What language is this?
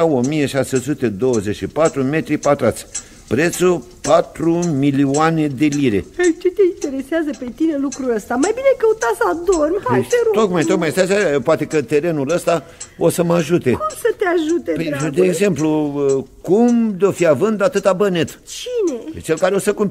Romanian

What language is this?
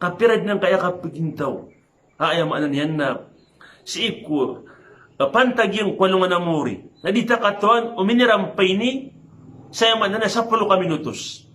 Maranao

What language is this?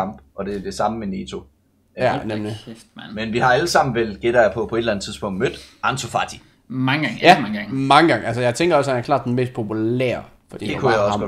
Danish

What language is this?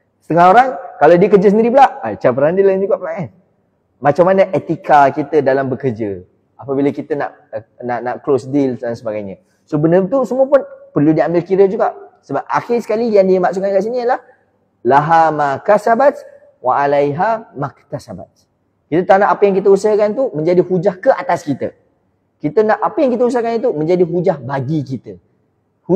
Malay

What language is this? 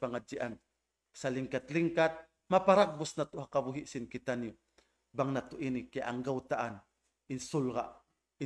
Tausug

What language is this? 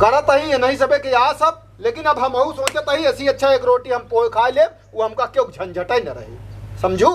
Awadhi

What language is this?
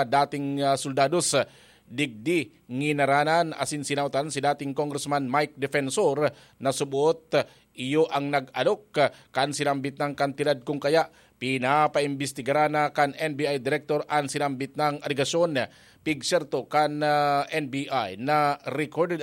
Bikol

